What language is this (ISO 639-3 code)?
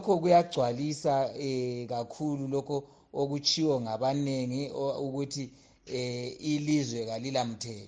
nde